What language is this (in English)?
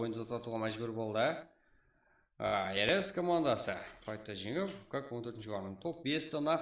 Kara-Kalpak